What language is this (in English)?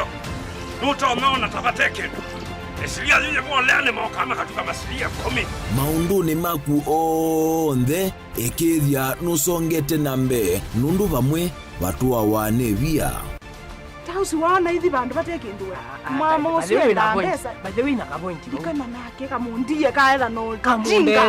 Kamba